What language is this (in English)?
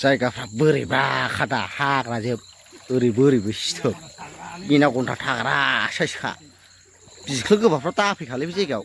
Bodo